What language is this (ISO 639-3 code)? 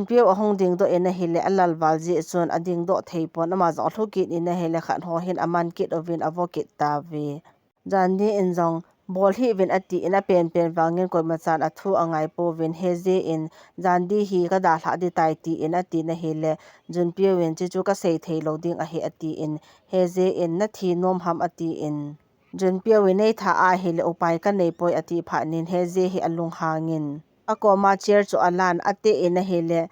tcz